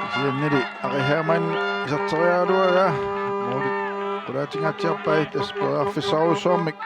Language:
Kalaallisut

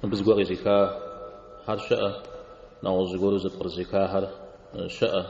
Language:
Kabardian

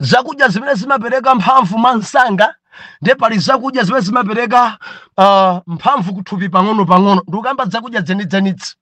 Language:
Nyanja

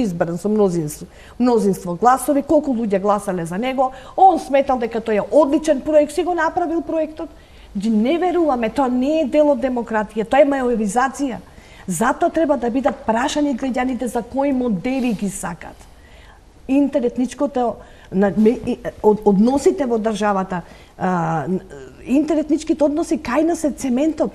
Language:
Macedonian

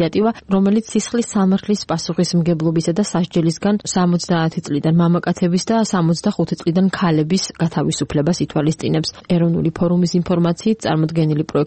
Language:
Georgian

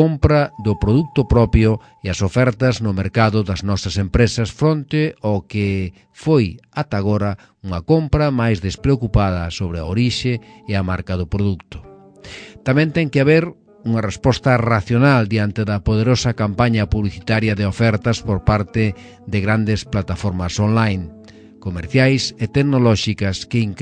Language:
Galician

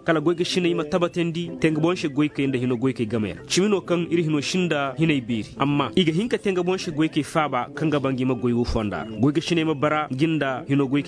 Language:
Koyraboro Senni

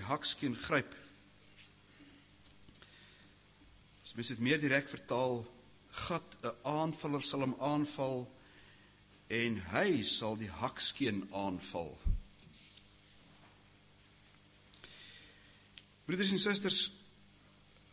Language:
Afrikaans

